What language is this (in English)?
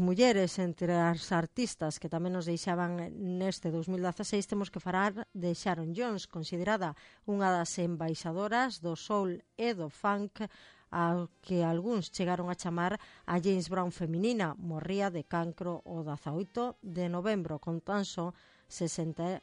Galician